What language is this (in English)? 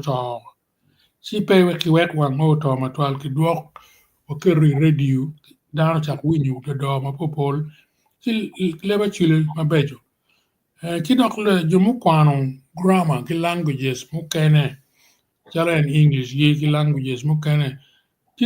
Acoli